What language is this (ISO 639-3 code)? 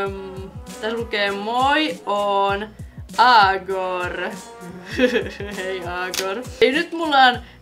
fin